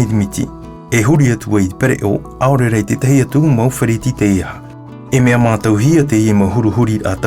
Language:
Tahitian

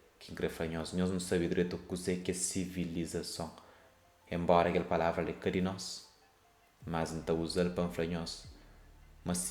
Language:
Kabuverdianu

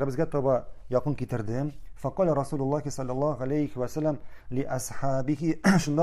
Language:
Tatar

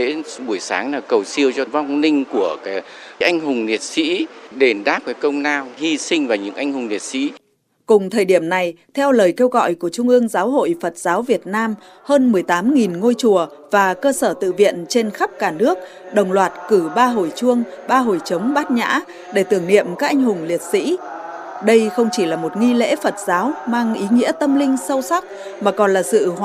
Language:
Vietnamese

